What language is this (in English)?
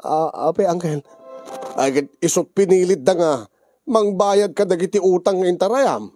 Iloko